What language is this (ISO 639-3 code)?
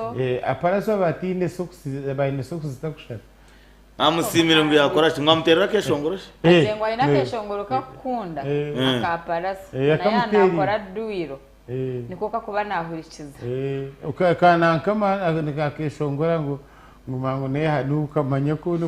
nyn